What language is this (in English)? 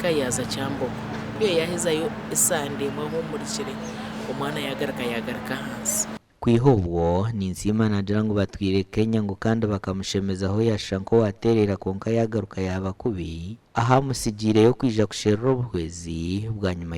Nyankole